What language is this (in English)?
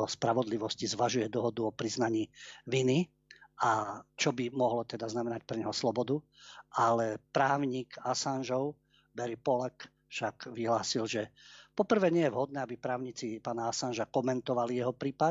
Slovak